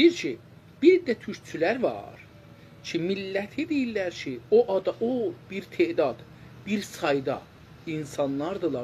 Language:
South Azerbaijani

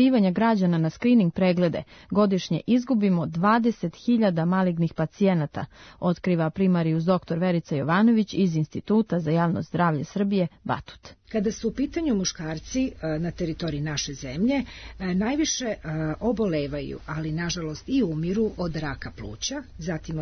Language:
Serbian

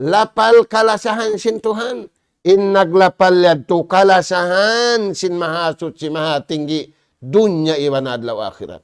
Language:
Tausug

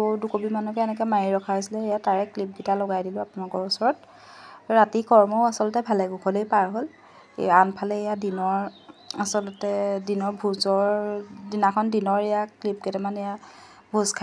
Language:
Assamese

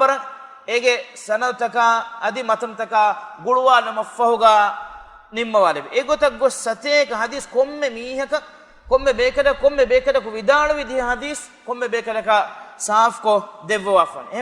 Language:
Divehi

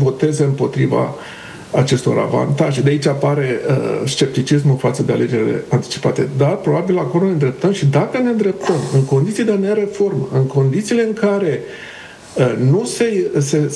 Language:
Romanian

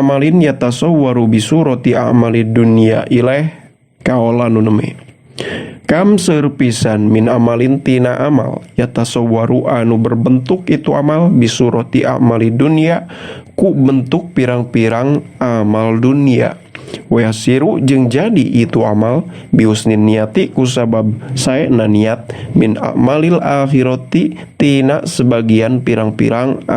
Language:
Sundanese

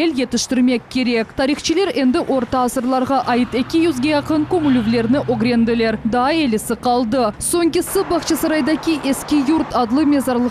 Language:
Crimean Tatar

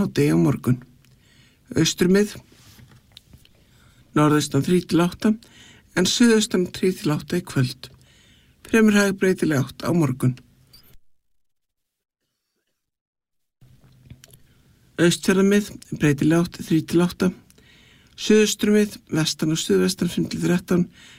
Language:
Icelandic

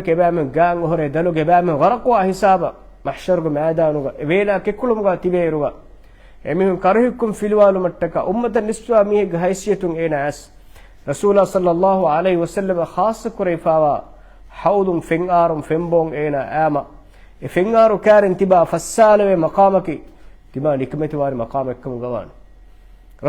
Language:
Divehi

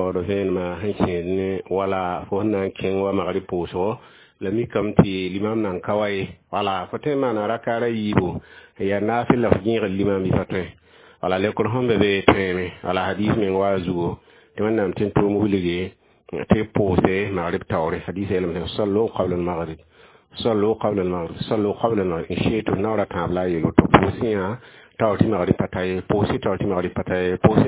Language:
Mossi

